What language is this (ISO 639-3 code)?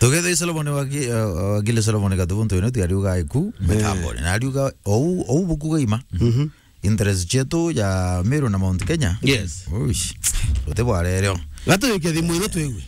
mer